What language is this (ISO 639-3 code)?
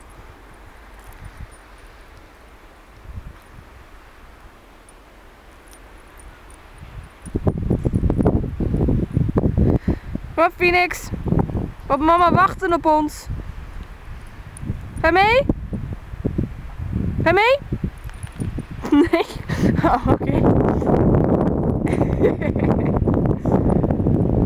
nld